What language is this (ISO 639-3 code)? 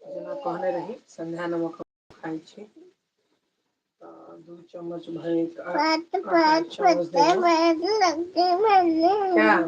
mai